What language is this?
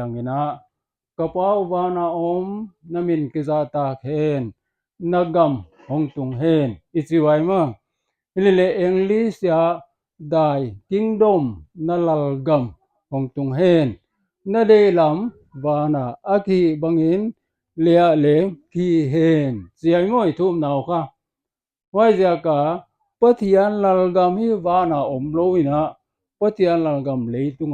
Paite Chin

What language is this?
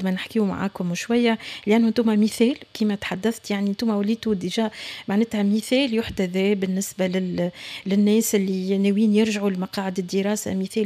Tunisian Arabic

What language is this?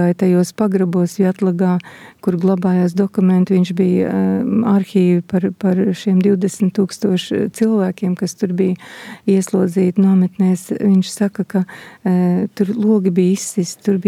Latvian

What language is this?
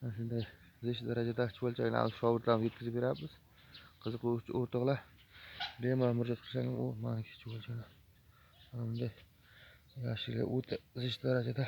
Uzbek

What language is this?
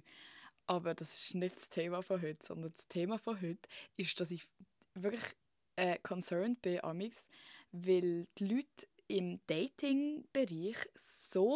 Swiss German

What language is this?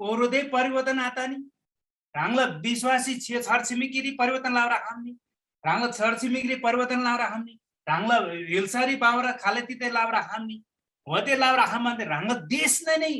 Eastern Tamang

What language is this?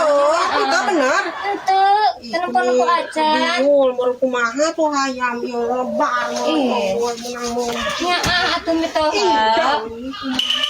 Sundanese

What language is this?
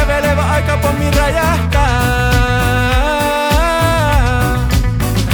Finnish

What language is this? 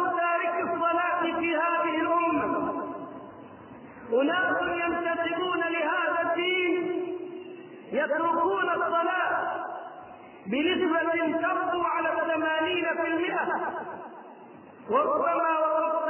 Arabic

